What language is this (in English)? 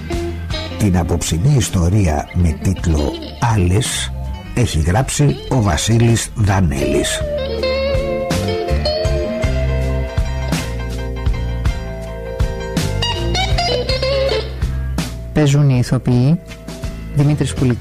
Greek